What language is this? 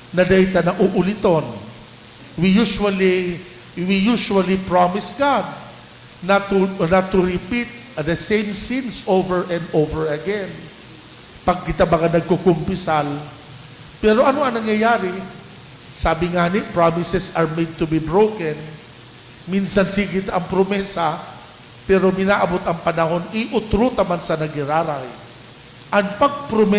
Bikol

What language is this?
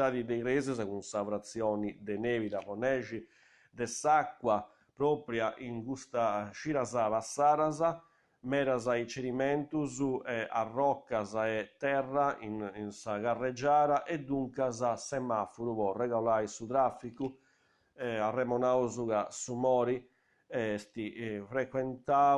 Sardinian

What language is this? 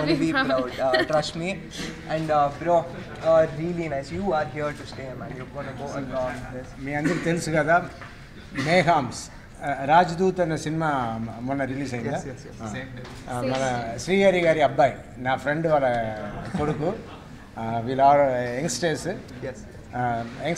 Telugu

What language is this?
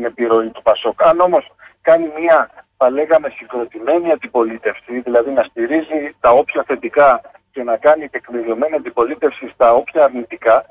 Greek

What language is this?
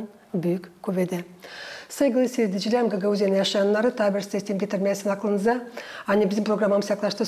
Gagauz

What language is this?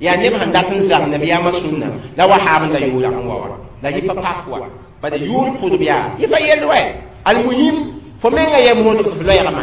Mossi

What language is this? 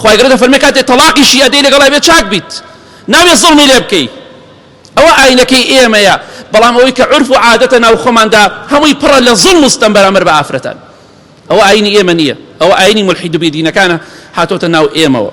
Central Kurdish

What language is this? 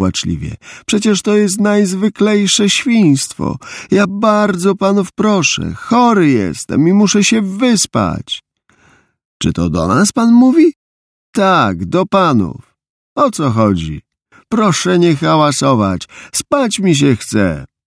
Polish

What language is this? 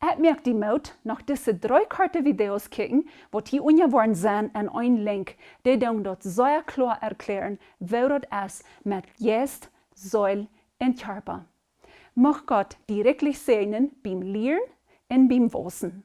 Plautdietsch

